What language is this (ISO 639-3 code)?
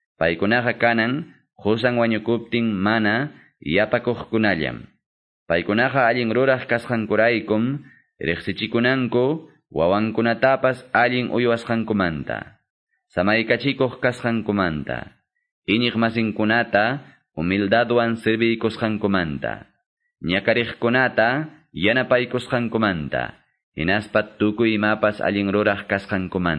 que